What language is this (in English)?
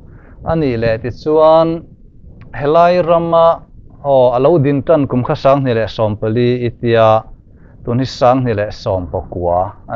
Mizo